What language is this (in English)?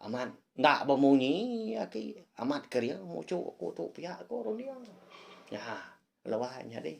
Iban